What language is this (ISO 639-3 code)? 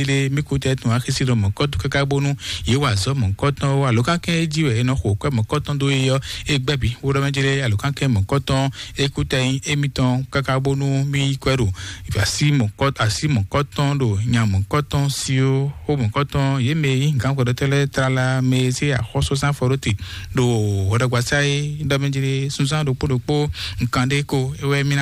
fon